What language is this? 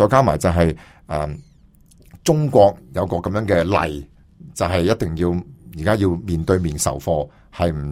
Cantonese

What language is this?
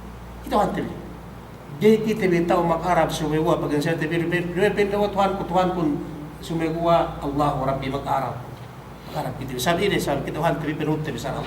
Yakan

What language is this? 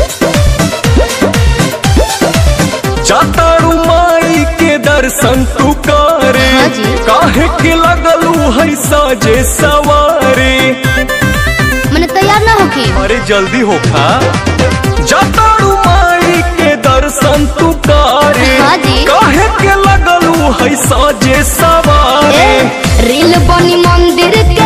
Bhojpuri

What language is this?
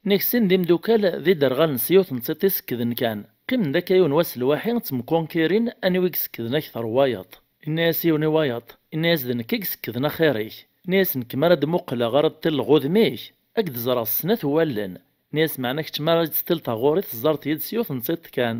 Kabyle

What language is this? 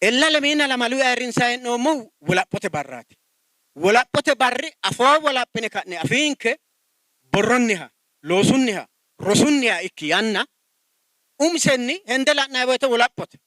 Sidamo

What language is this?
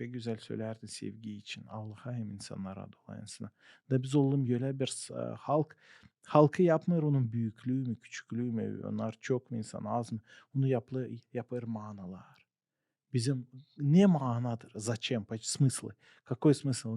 Gagauz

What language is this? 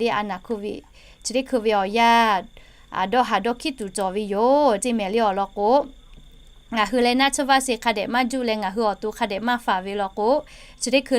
Lahu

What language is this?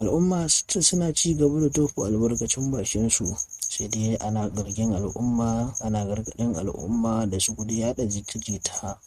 Hausa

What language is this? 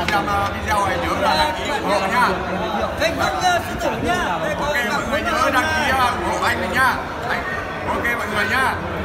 Vietnamese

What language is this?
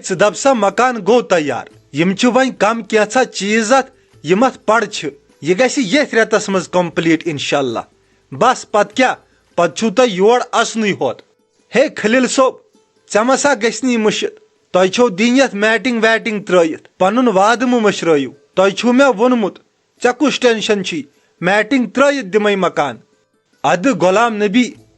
Kashmiri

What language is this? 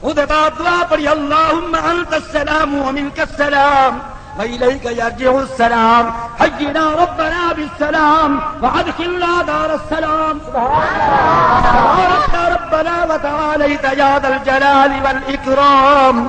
Saraiki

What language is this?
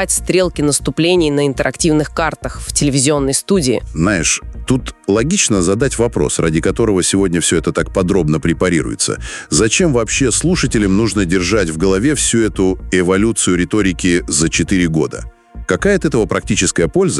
Russian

